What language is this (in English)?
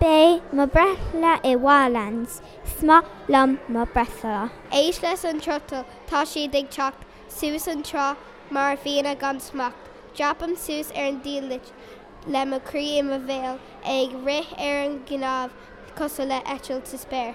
Irish